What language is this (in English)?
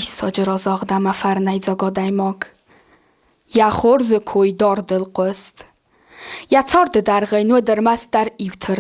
Ossetic